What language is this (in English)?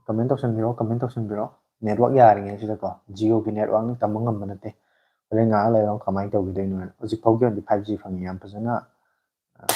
Manipuri